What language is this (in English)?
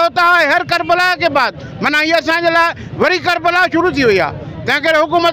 Sindhi